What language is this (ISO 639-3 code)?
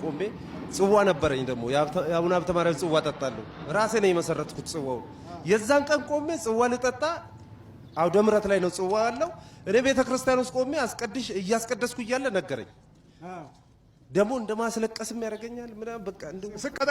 amh